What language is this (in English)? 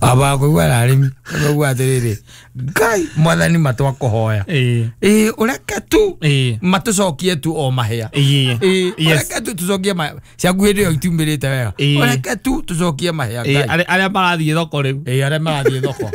Kikuyu